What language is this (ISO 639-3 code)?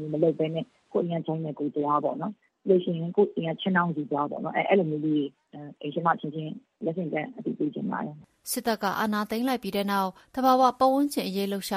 mya